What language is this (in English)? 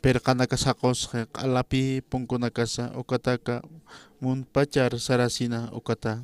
Aymara